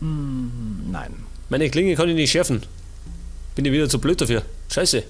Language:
Bavarian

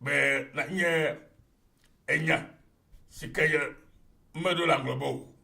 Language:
Ewe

